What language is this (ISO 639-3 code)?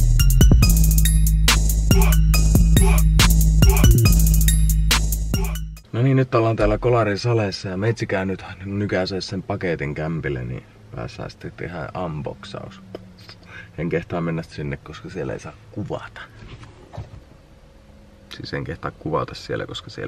fin